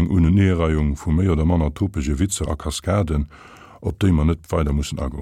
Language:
Luxembourgish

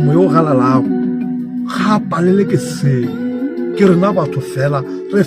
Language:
Northern Sotho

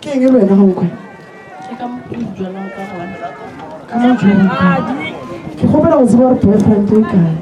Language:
Northern Sotho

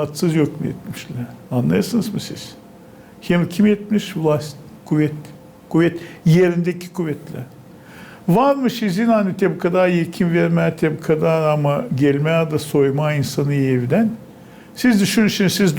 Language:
Gagauz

